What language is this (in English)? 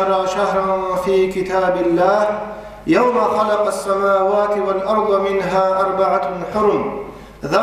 Avaric